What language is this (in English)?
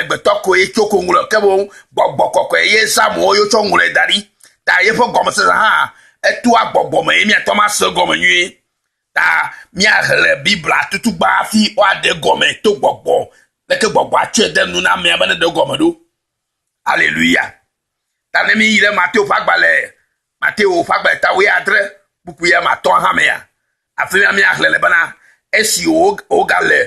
Ewe